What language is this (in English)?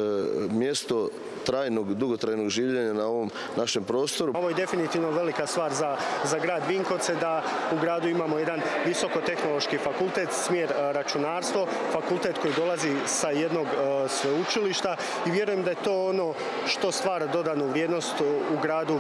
Croatian